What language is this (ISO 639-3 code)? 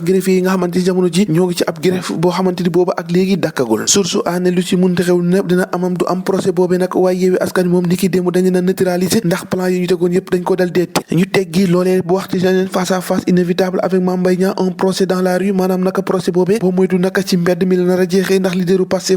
wol